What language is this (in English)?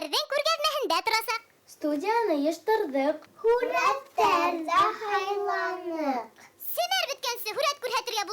Bashkir